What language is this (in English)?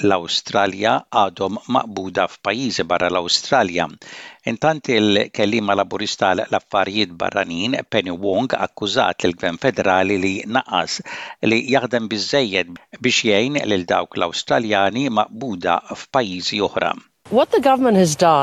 Maltese